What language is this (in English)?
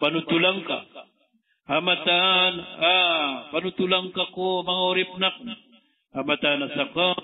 Maranao